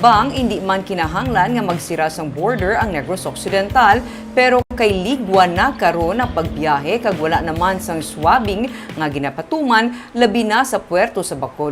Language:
Hiligaynon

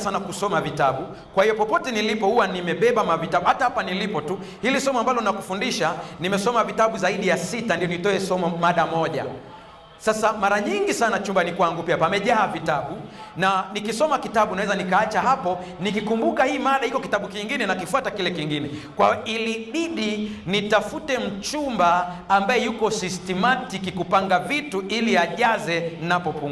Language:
Swahili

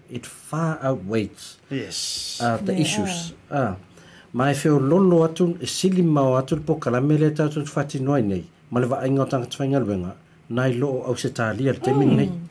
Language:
Samoan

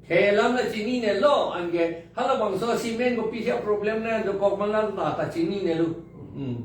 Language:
Karbi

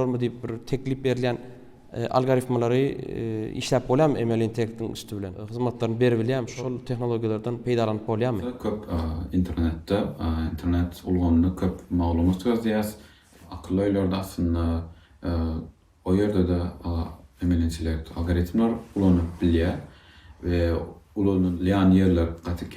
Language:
Turkmen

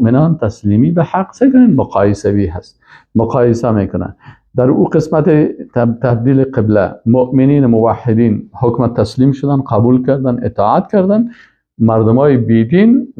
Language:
Persian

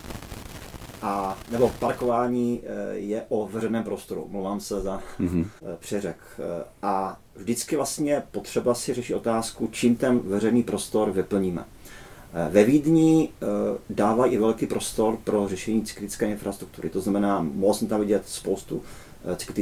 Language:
Czech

